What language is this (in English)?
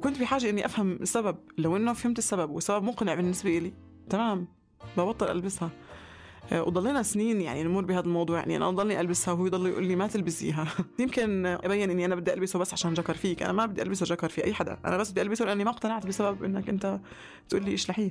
North Levantine Arabic